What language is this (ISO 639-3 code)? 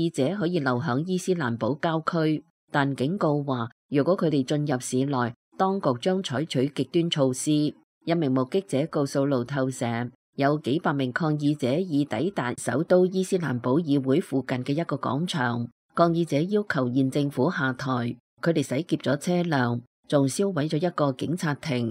yue